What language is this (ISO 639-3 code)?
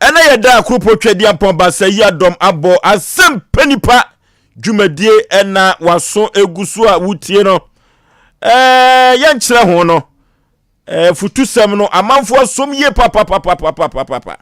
aka